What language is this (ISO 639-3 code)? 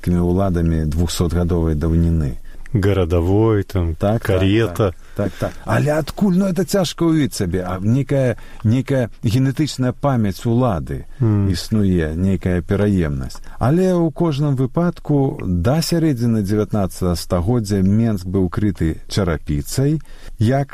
bel